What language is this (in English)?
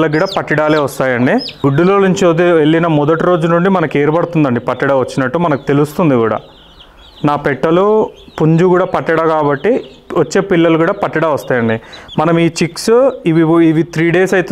Telugu